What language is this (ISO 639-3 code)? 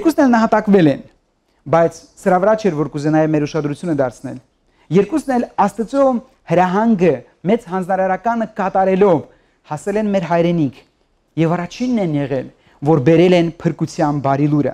hye